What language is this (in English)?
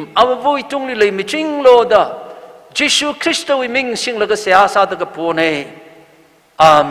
Tangkhul Naga (India)